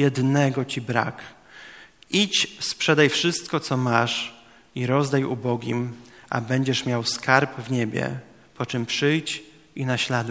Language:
Polish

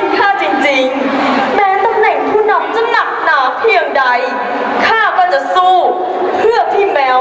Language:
Thai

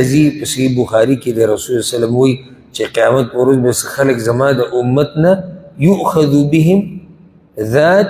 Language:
Pashto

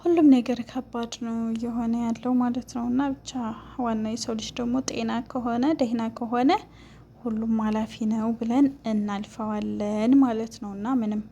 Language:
Amharic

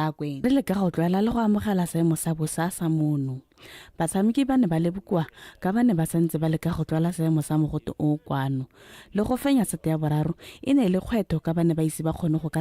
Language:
Tswana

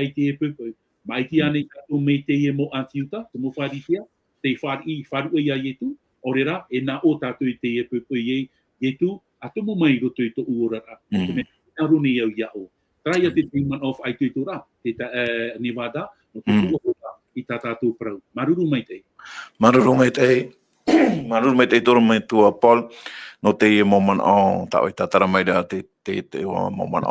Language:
Tahitian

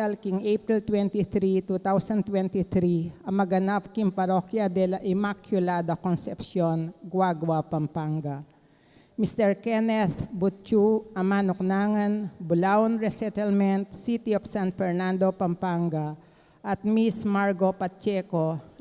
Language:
Pampanga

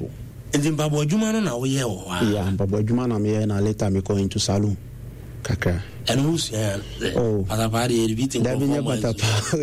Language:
Akan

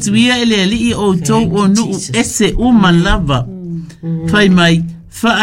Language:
Samoan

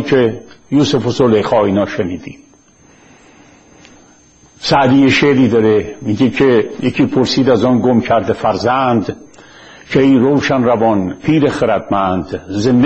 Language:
Persian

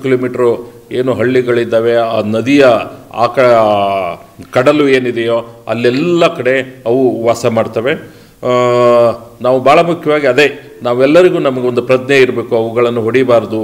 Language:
Kannada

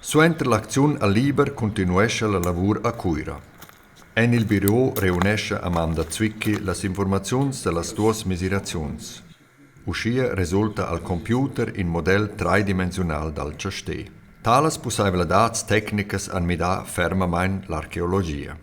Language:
Romansh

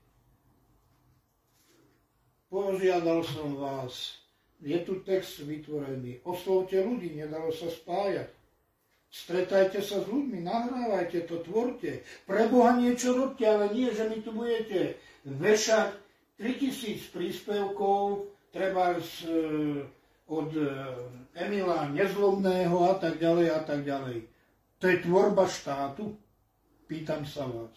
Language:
Slovak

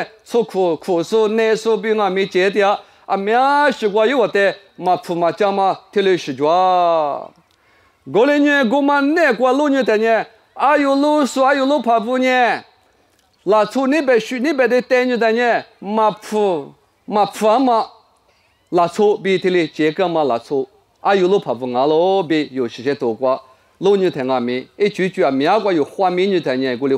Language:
Lisu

